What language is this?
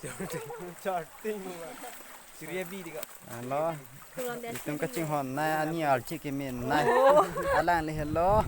Karbi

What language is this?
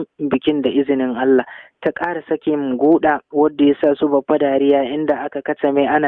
Hausa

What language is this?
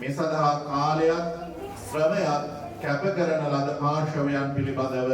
Sinhala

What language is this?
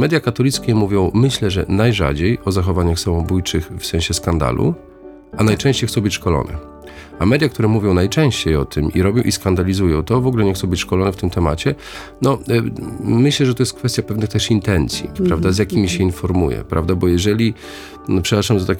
Polish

